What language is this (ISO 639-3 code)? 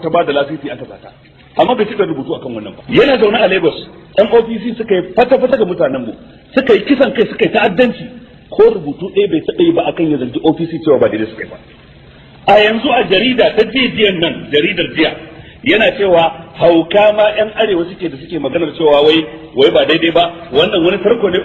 hau